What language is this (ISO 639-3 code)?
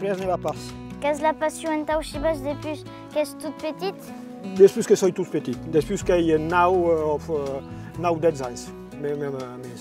oci